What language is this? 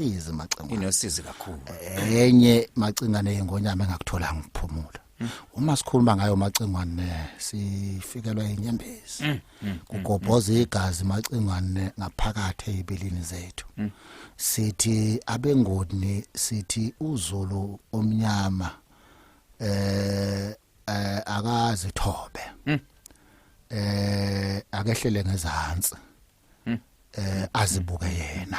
Zulu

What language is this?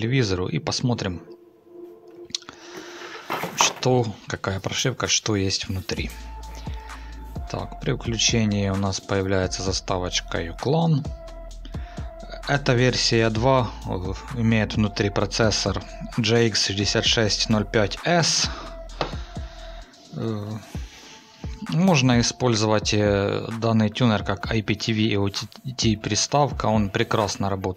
Russian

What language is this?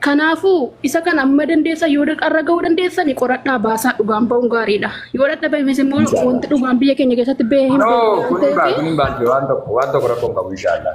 Oromo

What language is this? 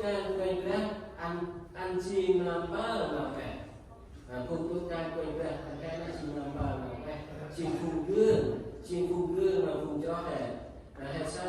Central Mnong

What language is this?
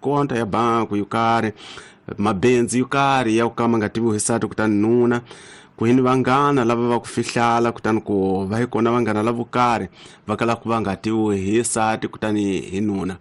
Tsonga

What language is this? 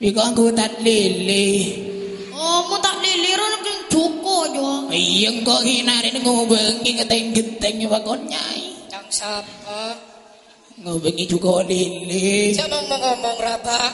Madurese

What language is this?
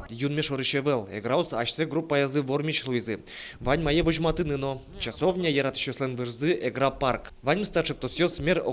Udmurt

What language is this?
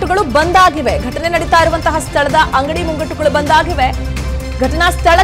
Kannada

